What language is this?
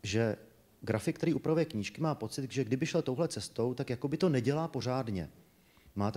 Czech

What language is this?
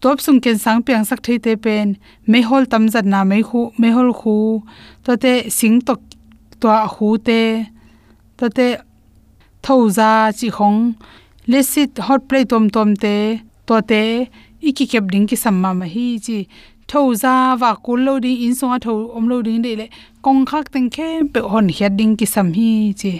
Tedim Chin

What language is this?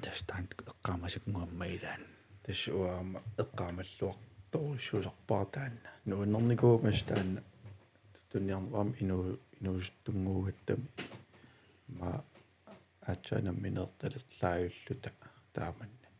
Kalaallisut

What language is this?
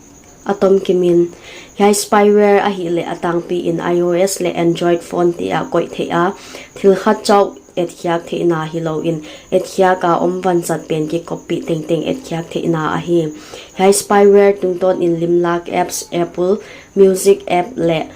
Paite Chin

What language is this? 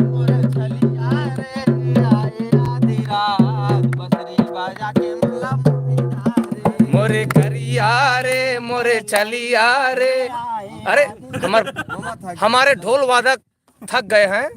Chhattisgarhi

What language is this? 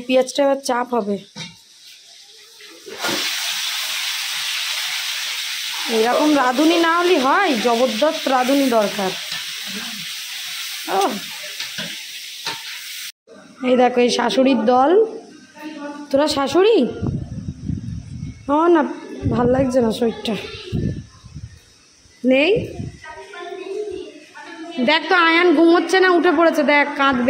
Bangla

